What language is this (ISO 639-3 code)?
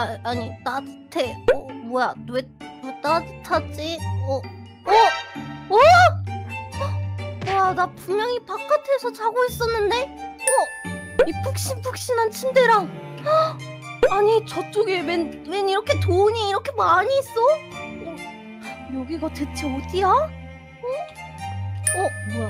kor